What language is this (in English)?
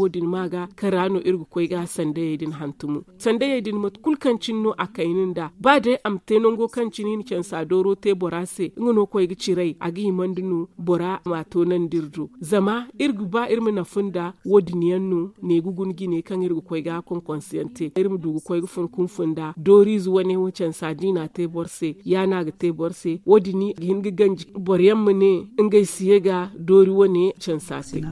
Zarma